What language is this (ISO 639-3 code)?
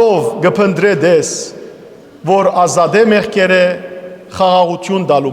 hyw